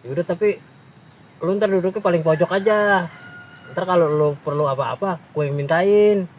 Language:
Betawi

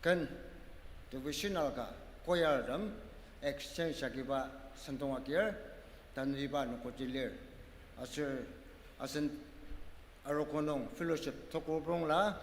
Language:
Ao Naga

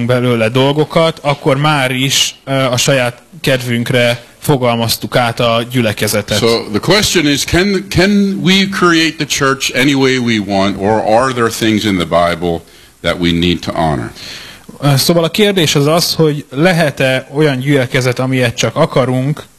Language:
Hungarian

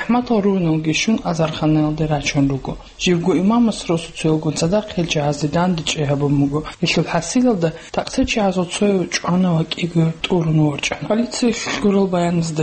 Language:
Avaric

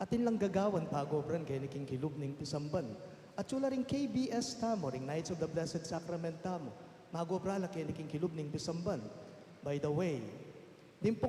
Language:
Pampanga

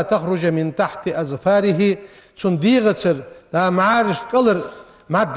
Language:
Ingush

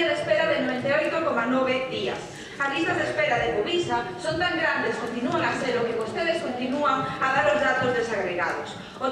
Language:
Galician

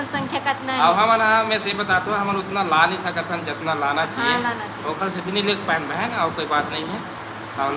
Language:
Chhattisgarhi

